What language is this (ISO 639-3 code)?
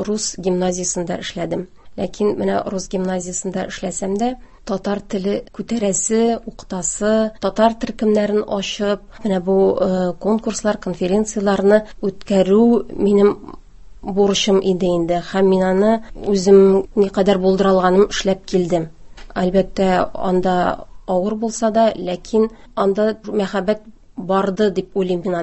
tat